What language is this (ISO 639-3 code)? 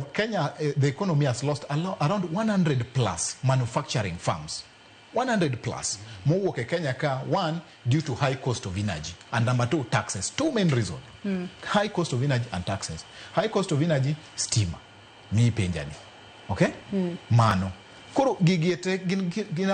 luo